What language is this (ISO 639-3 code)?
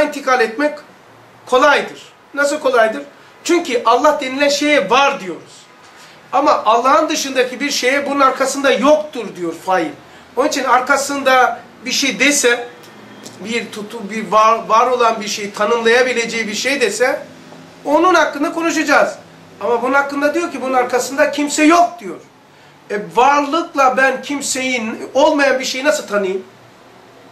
tur